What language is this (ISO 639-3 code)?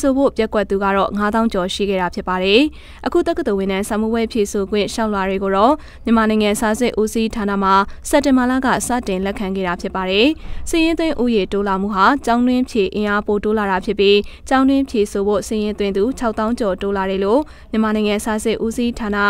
mya